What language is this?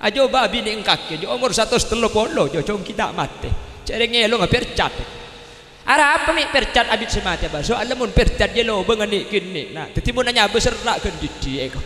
Madurese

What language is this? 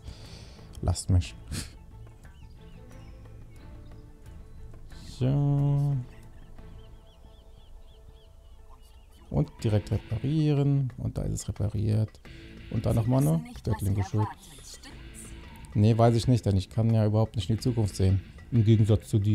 German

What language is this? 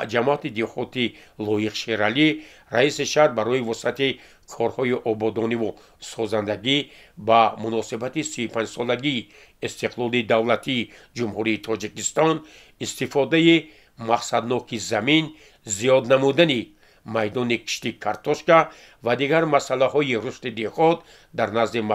Tajik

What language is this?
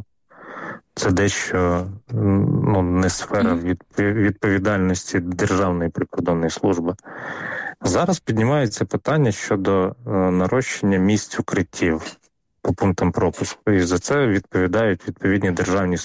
Ukrainian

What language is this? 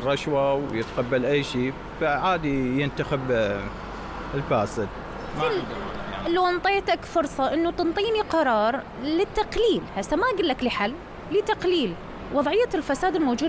Mesopotamian Arabic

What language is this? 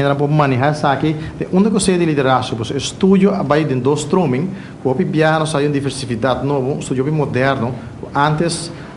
Papiamento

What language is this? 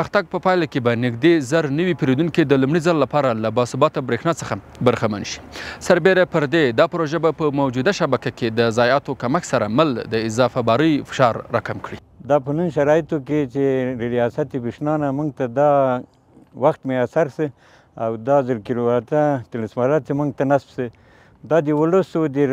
Pashto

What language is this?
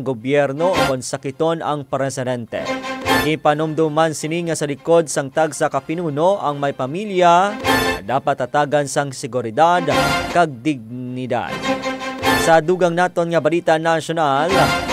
Hiligaynon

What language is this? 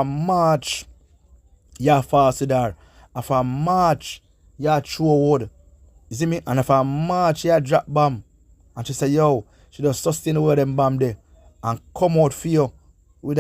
Jamaican Creole English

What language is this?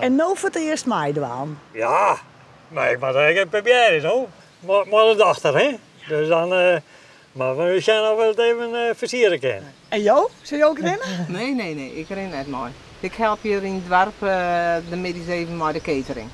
Western Frisian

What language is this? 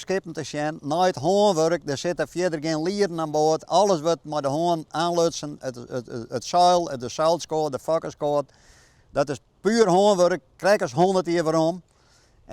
Western Frisian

